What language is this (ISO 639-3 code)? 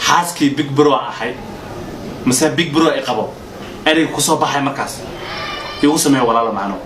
som